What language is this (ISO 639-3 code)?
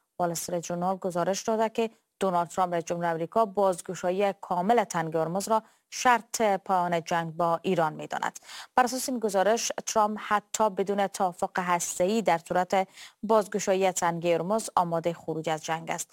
fas